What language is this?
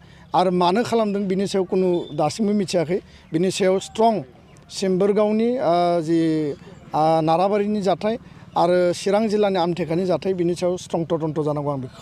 Bodo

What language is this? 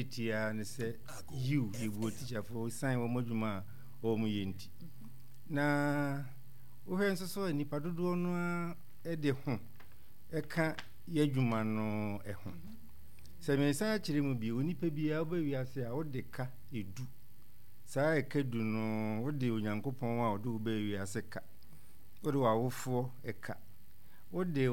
Akan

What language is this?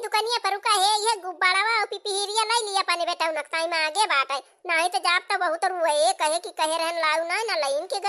Awadhi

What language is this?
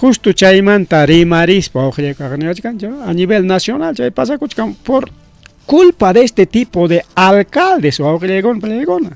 Ayacucho Quechua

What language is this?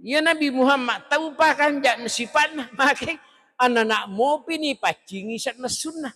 Buginese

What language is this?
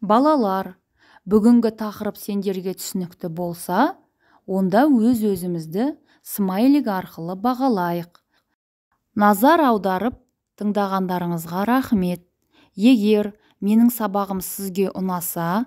Kazakh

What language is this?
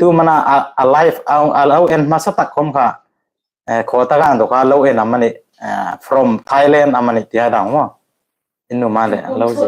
Hmar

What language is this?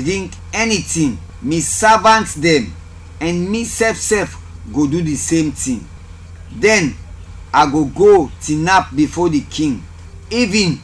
Krio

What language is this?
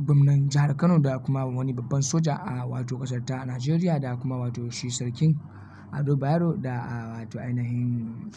Hausa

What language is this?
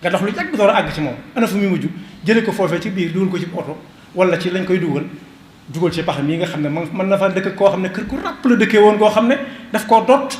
Wolof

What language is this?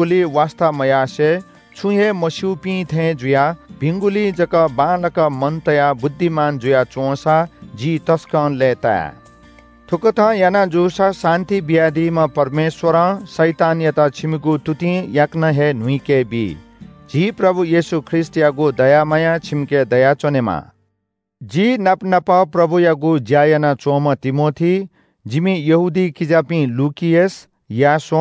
Newari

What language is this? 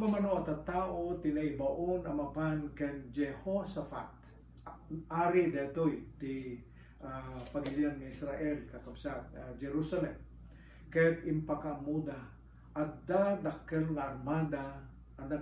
Iloko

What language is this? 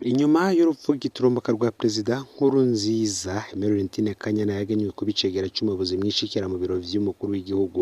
Rundi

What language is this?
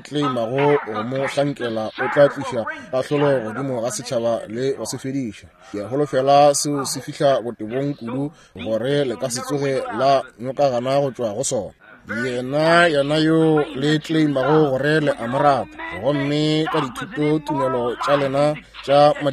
Northern Sotho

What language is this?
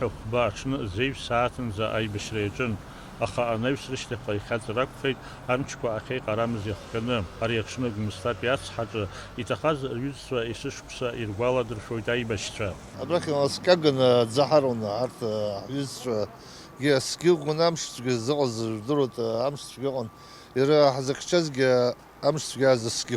Abkhazian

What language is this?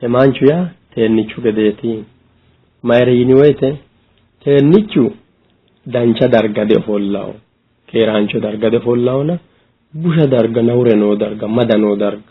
Sidamo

